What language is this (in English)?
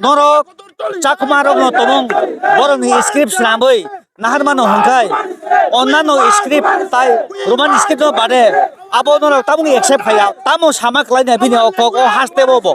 Kok Borok